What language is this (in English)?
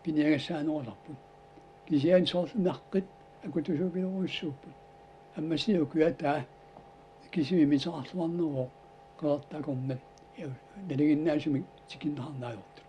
Kalaallisut